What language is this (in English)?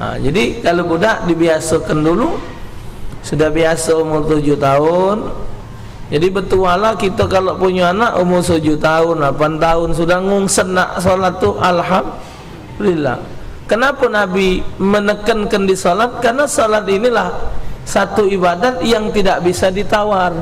Musi